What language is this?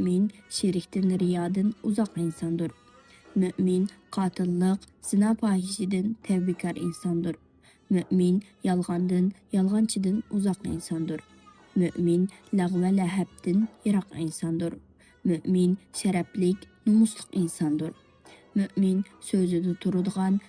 Uyghur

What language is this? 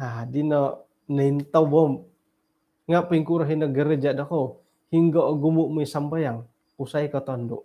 Central Dusun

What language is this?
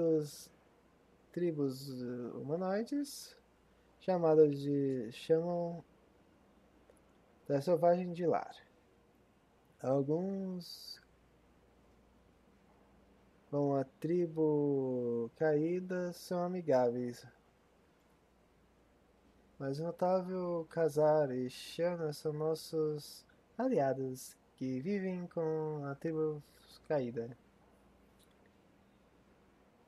Portuguese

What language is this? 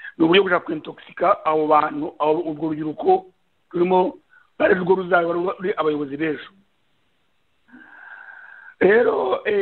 Kinyarwanda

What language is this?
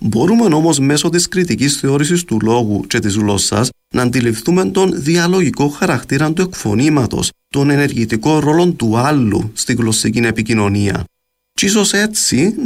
Greek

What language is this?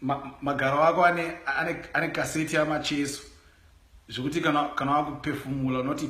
Shona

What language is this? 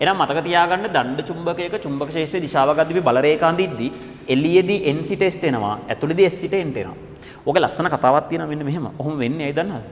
Sinhala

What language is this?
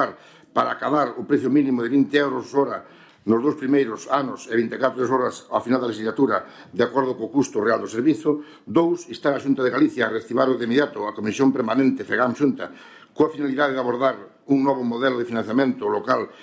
Galician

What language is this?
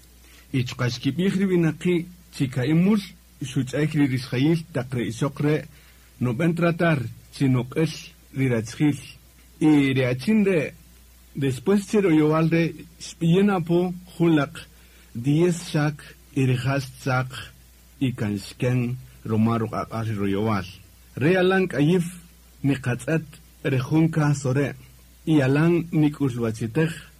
Kaqchikel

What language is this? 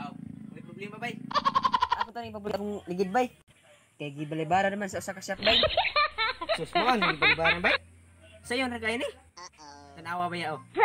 Cebuano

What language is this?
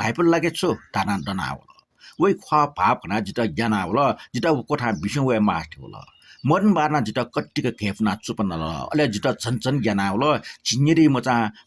Newari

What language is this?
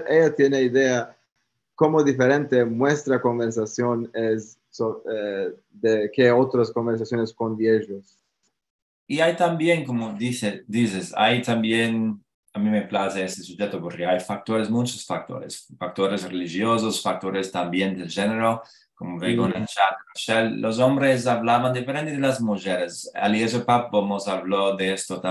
Ladino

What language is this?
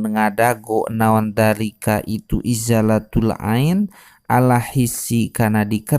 Sundanese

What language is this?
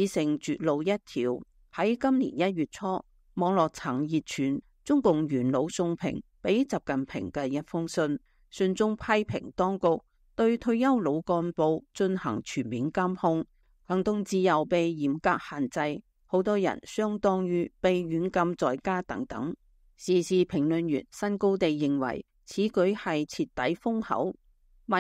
Cantonese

